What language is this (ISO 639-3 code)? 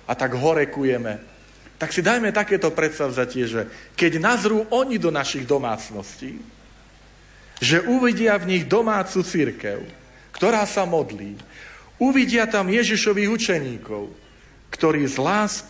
slk